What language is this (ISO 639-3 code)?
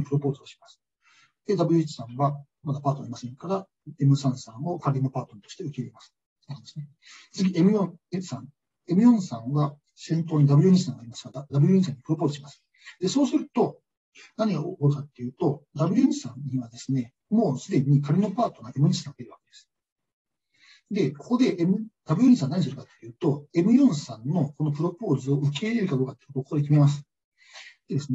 jpn